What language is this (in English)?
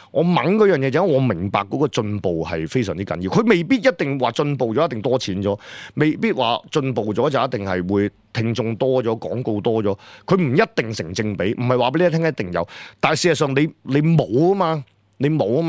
Cantonese